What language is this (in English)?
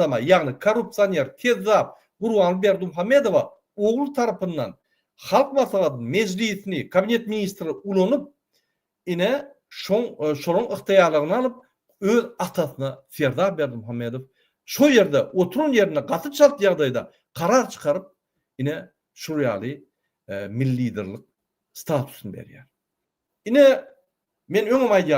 Turkmen